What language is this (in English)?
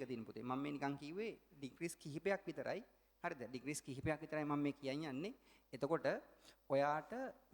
Sinhala